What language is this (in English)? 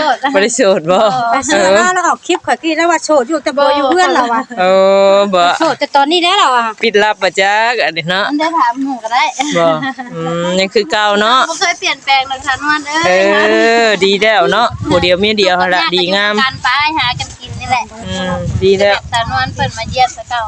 Northeastern Thai